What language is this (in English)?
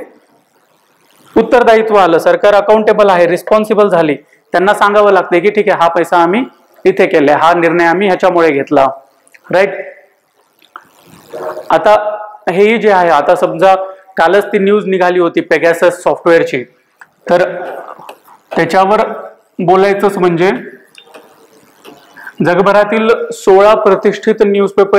Marathi